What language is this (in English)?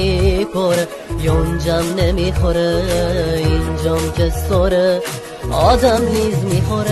Tajik